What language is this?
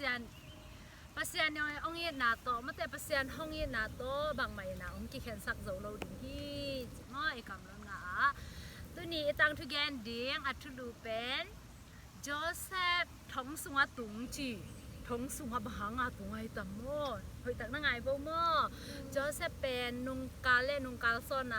Tedim Chin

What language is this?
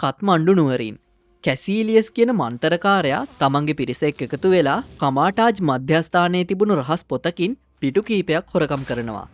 Sinhala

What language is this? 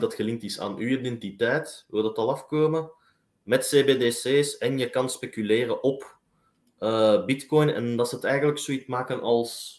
Dutch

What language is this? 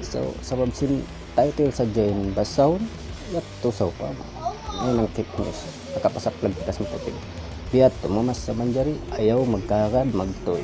Tausug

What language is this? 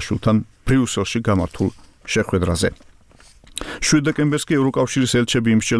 Georgian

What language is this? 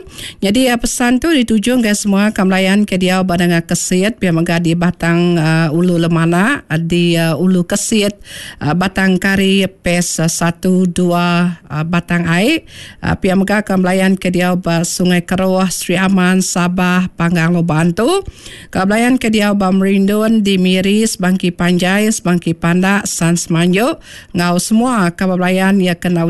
Iban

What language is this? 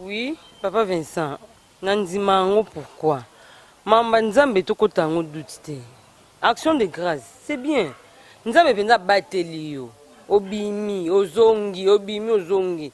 Lingala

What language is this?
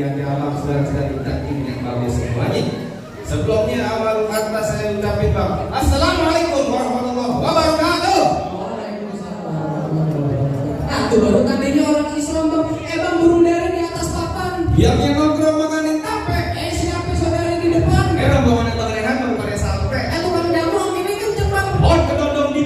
Betawi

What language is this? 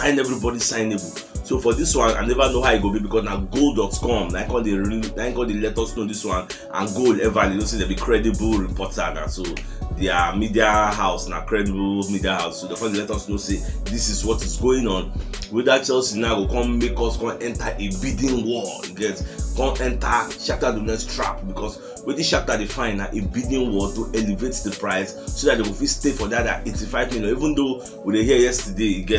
Nigerian Pidgin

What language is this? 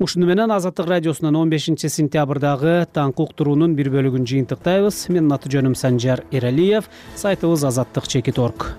Kyrgyz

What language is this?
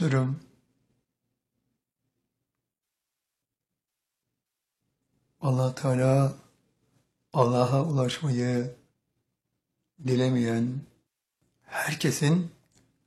Turkish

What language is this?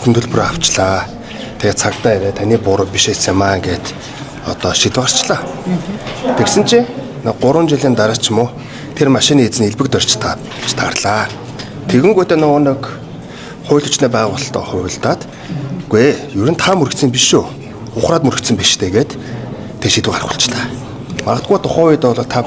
Mongolian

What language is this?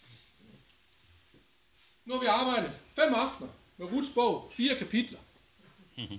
Danish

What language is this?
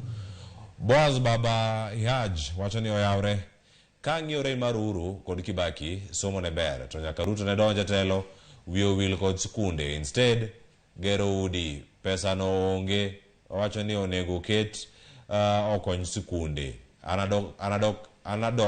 Luo (Kenya and Tanzania)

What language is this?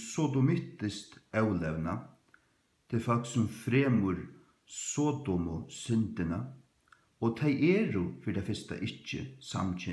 Faroese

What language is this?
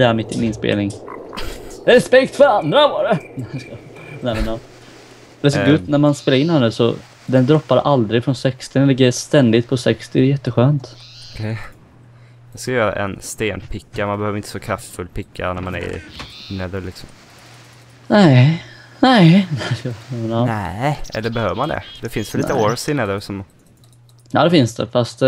Swedish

